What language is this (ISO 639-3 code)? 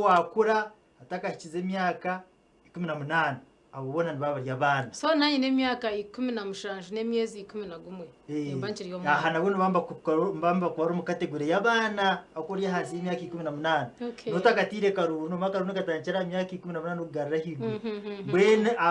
nyn